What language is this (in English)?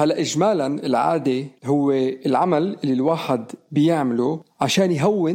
North Levantine Arabic